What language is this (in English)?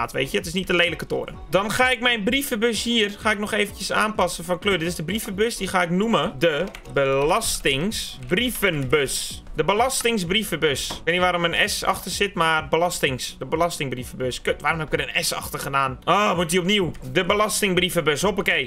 Dutch